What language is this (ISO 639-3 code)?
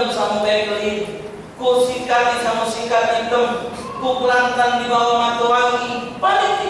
mui